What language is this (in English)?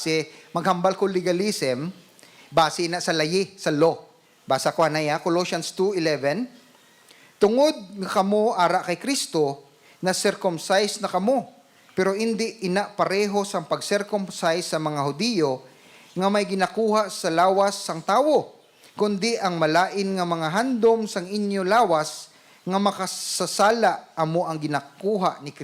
Hiligaynon